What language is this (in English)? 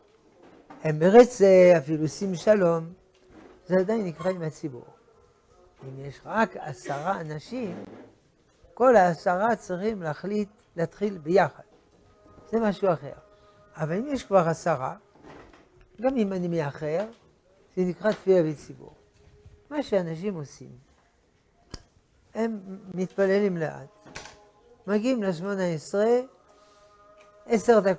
Hebrew